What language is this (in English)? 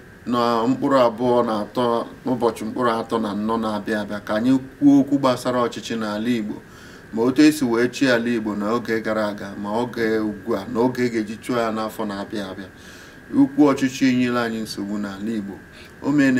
Igbo